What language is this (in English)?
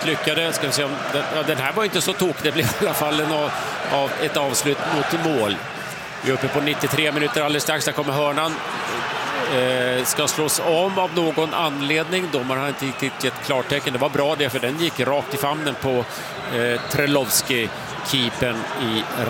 Swedish